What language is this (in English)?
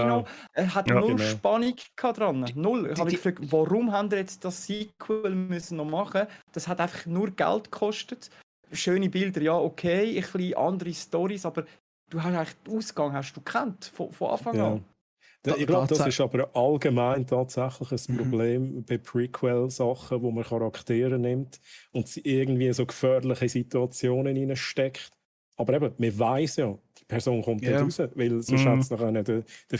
Swiss German